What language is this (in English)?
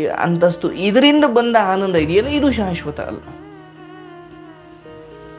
Kannada